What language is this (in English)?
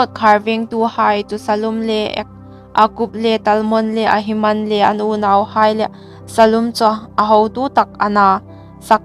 Hmar